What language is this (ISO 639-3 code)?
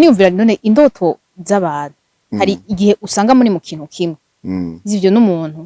run